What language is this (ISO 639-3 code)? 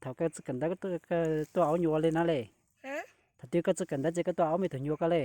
hmn